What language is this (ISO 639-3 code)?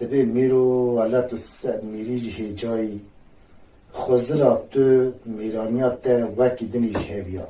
kur